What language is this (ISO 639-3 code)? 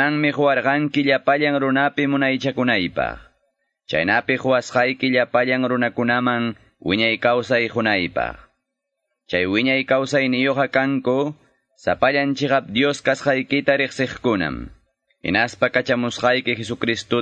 que